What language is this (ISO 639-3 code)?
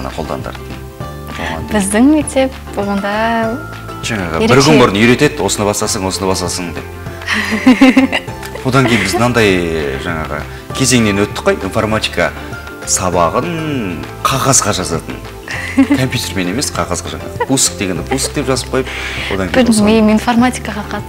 kaz